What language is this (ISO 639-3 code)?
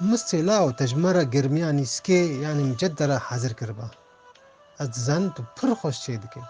kur